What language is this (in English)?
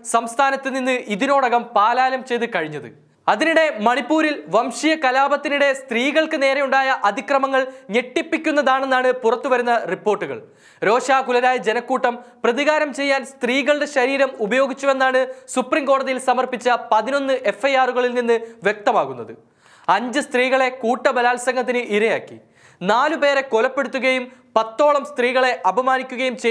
Malayalam